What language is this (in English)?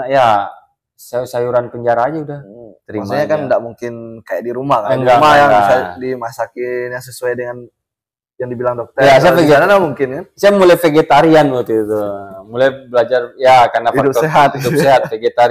Indonesian